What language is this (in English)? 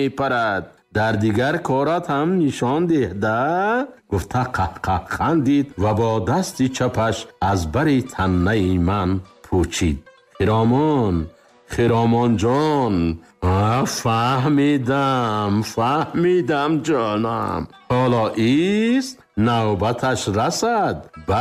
Tajik